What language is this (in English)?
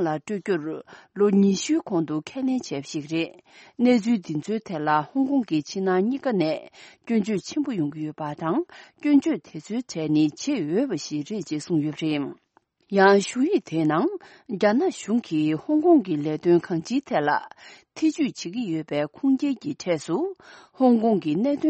Tibetan